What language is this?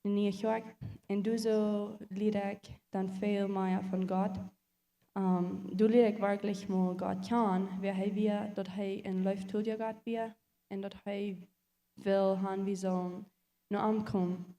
Plautdietsch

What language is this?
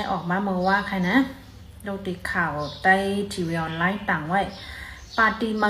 Shan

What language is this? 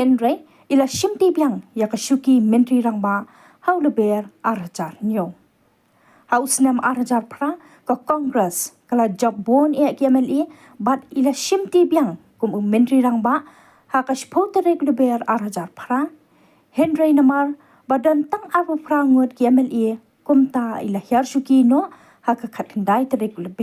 Khasi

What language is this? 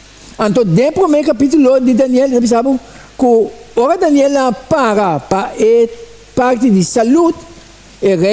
Papiamento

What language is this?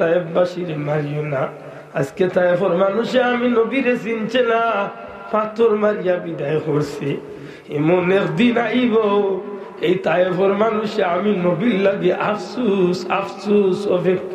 Sylheti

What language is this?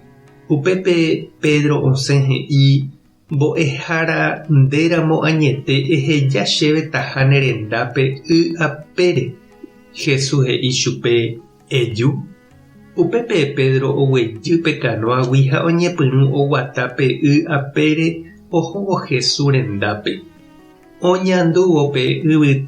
Guarani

